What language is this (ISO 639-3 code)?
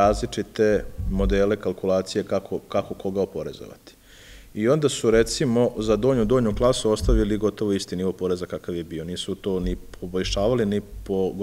srp